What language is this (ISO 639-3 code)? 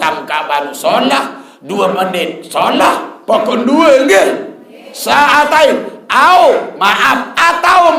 sas